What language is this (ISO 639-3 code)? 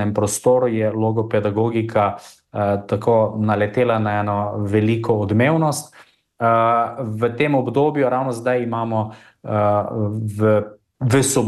slv